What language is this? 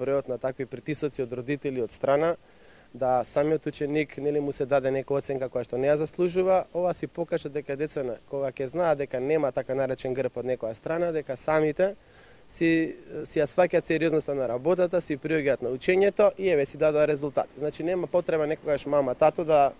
Macedonian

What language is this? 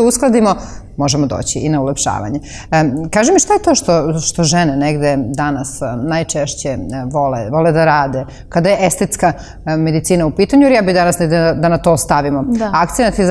Serbian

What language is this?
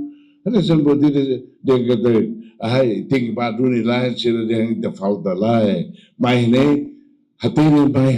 Tetum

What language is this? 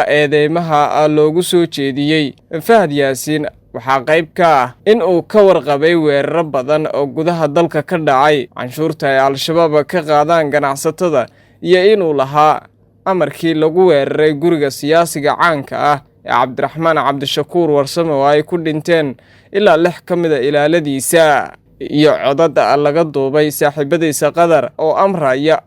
Somali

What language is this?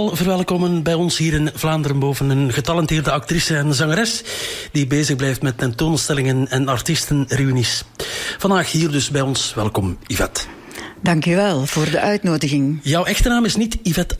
Dutch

